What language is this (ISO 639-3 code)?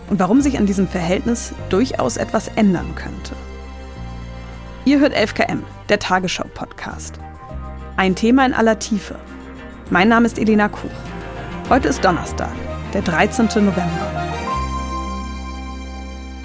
deu